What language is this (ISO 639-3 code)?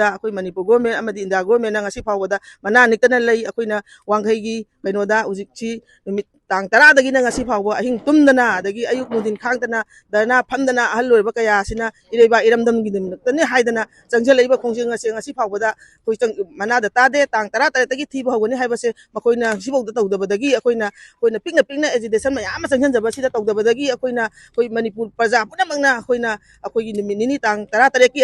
mni